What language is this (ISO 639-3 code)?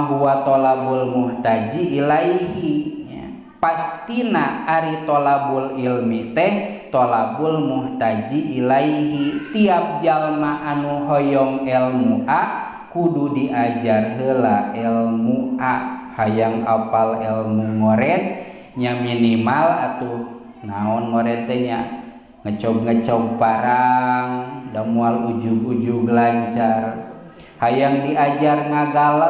sun